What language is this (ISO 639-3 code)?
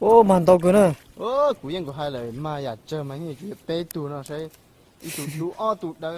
hmn